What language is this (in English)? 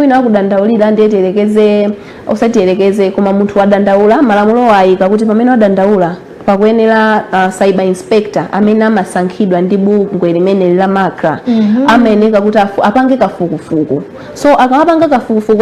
Nyanja